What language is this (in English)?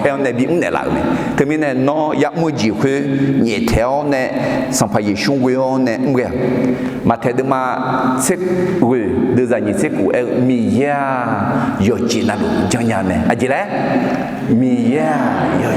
Akha